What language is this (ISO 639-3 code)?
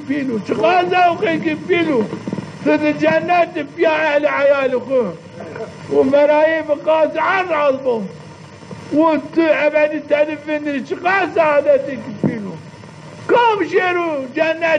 zza